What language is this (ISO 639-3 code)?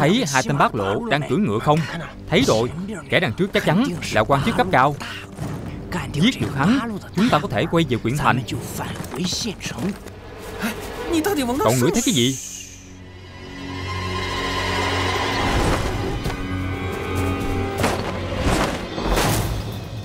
vie